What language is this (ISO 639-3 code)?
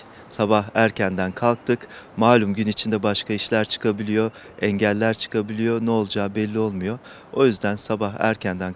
tur